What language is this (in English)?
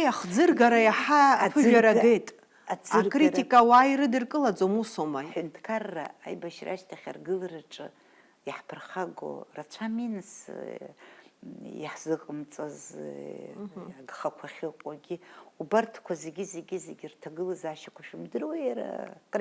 Abkhazian